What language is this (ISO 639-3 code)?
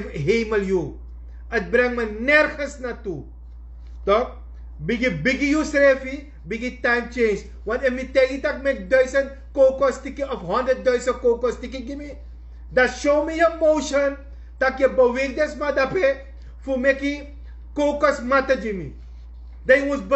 srn